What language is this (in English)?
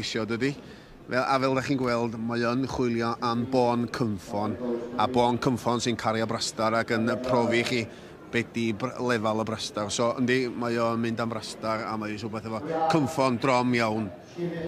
Welsh